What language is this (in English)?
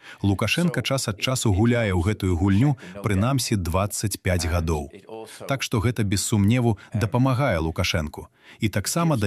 Belarusian